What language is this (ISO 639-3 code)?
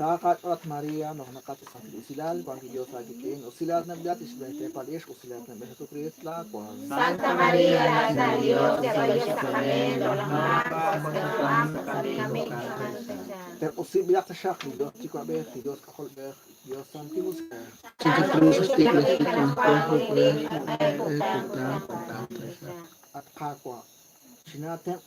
kek